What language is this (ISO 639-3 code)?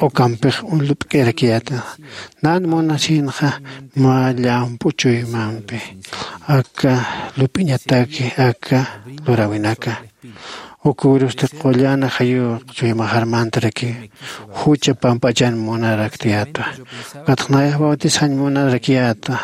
aym